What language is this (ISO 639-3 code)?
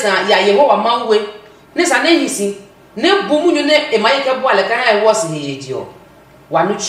ada